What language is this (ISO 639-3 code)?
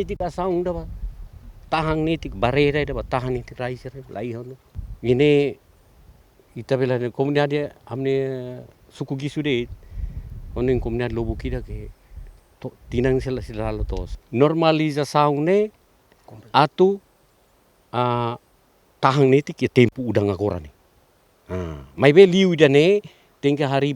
tet